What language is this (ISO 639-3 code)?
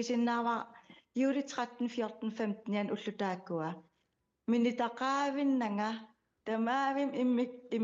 kal